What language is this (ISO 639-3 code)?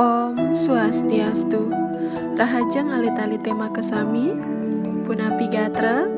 ban